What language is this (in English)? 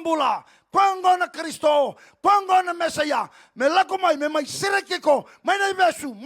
Fijian